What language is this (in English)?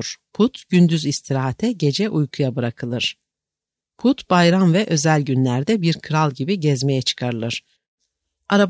Turkish